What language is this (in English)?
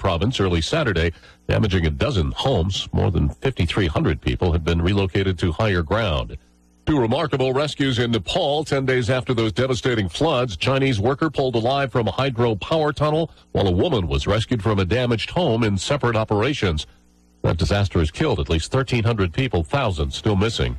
English